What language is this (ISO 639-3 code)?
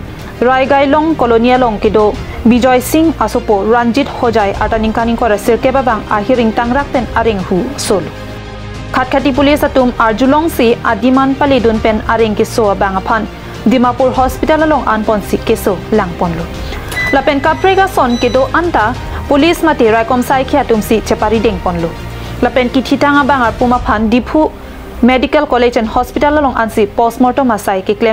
mjw